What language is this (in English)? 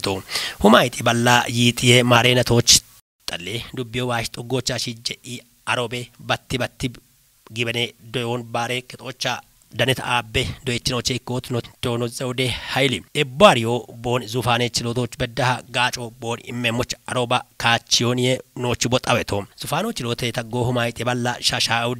Kafa